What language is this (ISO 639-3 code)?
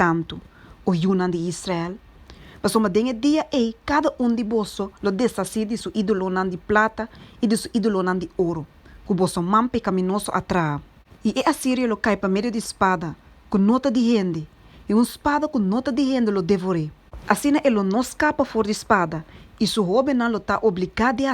pap